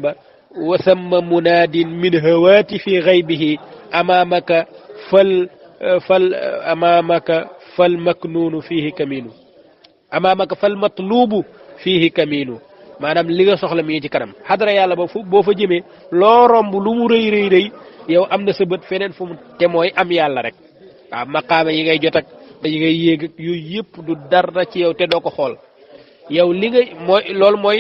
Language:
Wolof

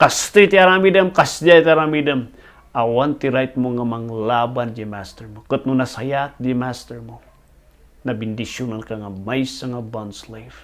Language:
Iloko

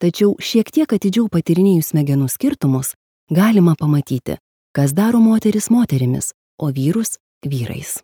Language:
Lithuanian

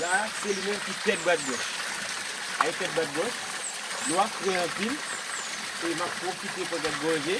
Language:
Haitian Creole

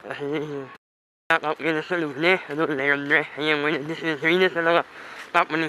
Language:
Manipuri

